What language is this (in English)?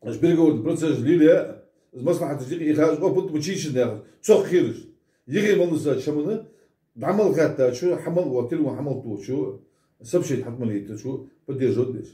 Ingush